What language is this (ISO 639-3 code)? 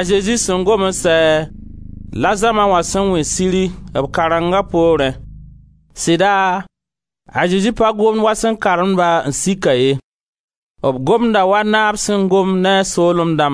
mos